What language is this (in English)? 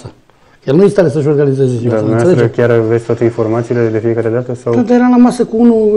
Romanian